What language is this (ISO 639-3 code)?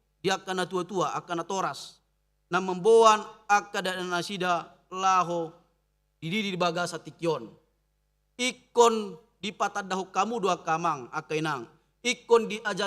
bbc